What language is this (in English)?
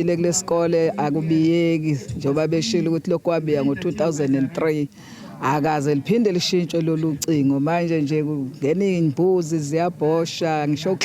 Zulu